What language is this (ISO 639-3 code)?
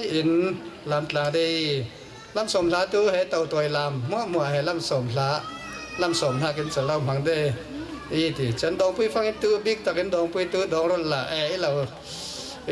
cfm